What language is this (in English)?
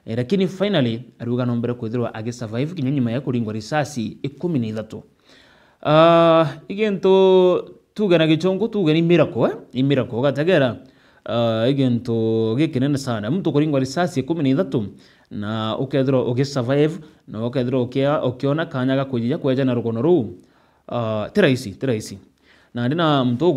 Meru